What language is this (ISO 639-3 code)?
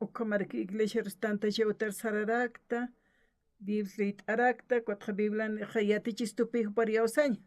aym